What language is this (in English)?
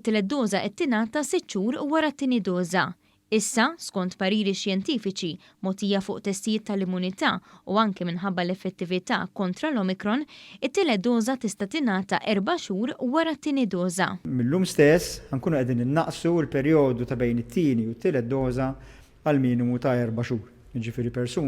Maltese